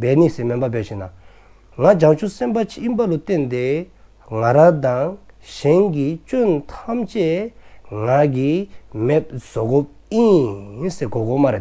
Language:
Dzongkha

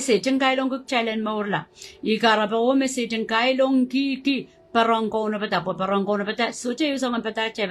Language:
Pohnpeian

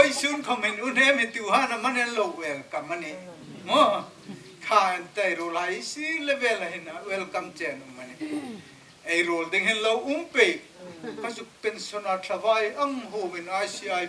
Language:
Hmar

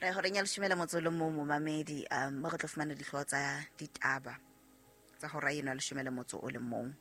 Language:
Southern Sotho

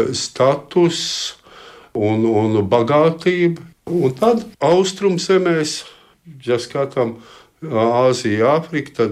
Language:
Latvian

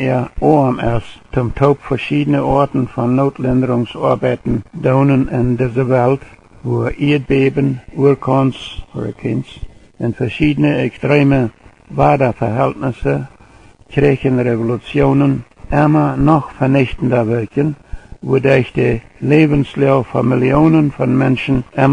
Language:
Plautdietsch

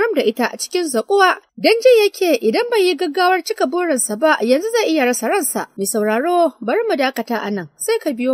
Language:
Hausa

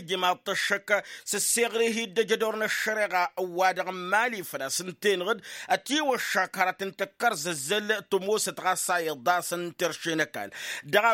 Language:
Tamasheq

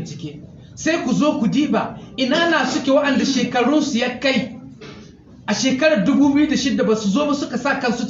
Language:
Hausa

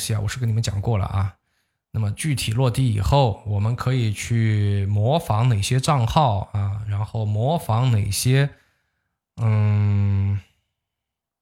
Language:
Chinese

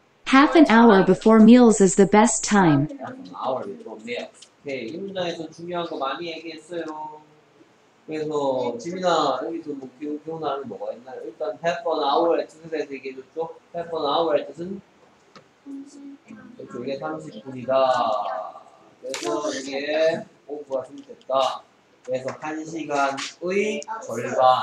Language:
Korean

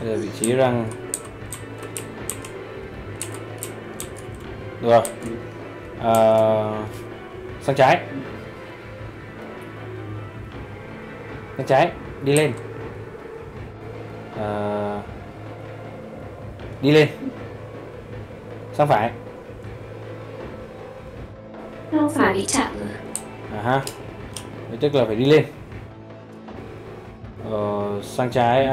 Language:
Vietnamese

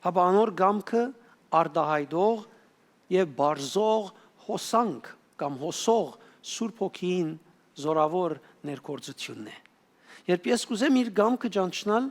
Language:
Western Armenian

